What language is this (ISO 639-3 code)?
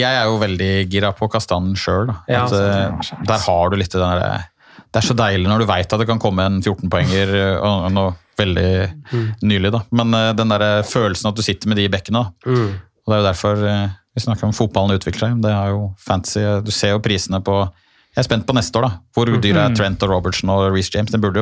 nor